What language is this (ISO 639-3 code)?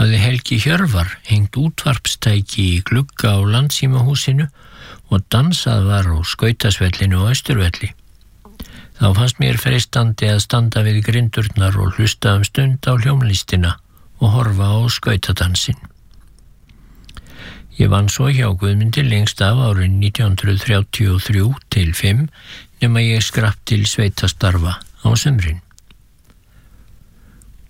isl